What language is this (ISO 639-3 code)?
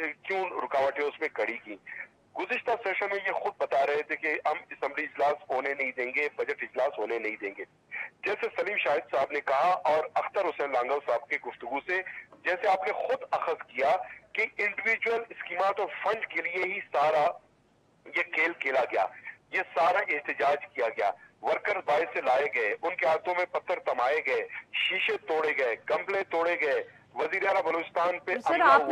urd